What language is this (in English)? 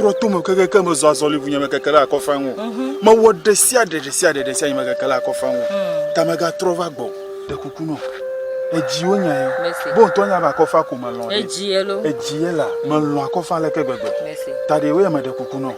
Ewe